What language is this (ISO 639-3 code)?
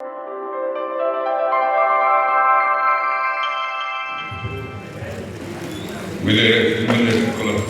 chv